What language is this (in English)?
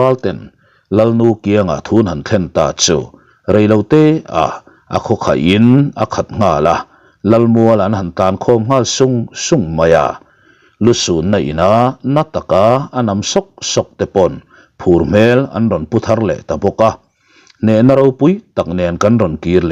Mizo